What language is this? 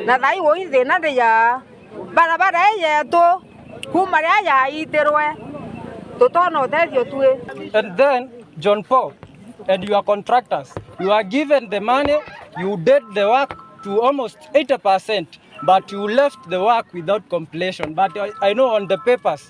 Meru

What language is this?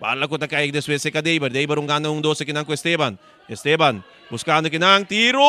Papiamento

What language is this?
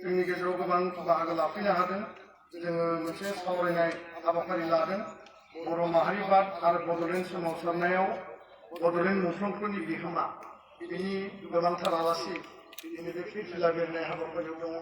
Bodo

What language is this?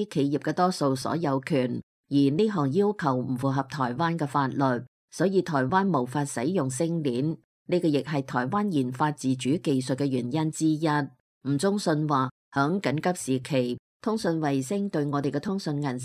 Cantonese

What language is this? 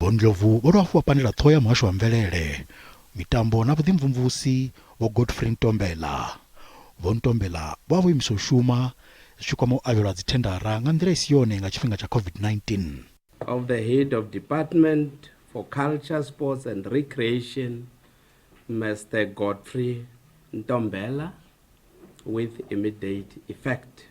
Venda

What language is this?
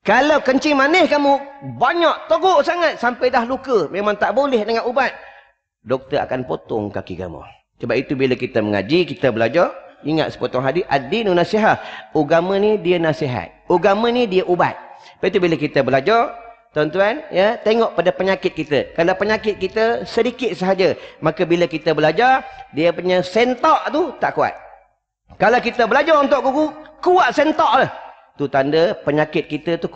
Malay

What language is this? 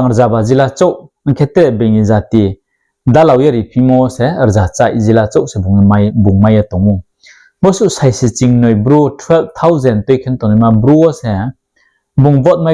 Riang (India)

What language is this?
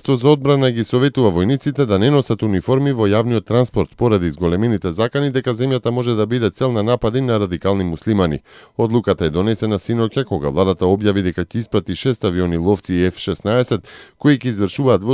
Macedonian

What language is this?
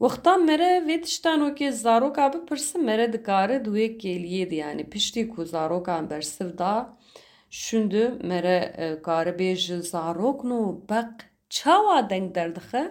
Kurdish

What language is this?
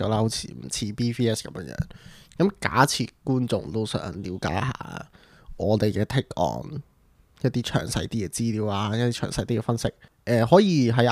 Cantonese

